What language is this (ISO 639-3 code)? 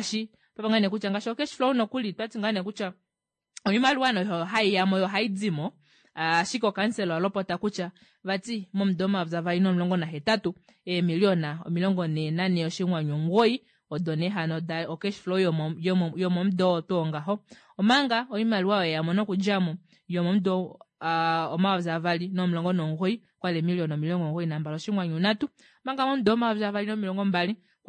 kua